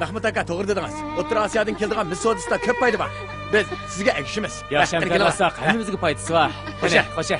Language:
Uyghur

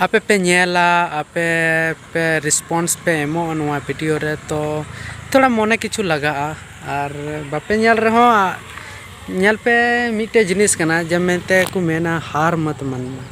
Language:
Santali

